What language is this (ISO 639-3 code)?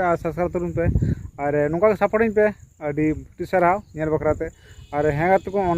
sat